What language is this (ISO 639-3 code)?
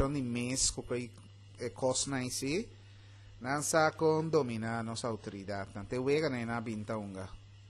pap